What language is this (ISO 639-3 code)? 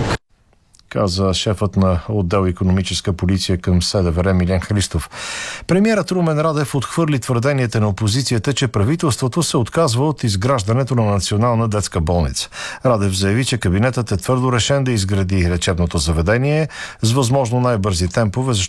bul